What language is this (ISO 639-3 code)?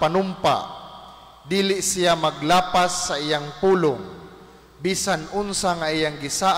ceb